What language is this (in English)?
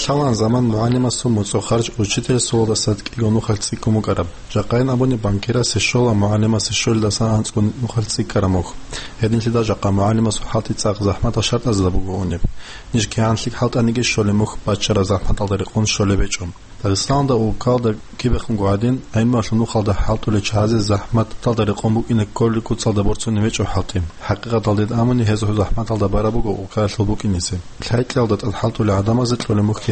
Avaric